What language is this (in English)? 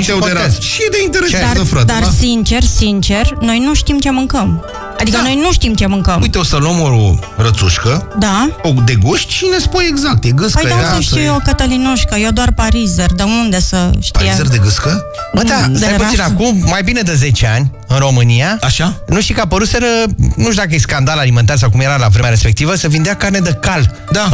Romanian